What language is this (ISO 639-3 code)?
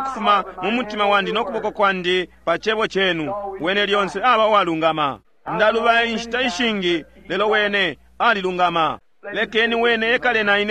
bem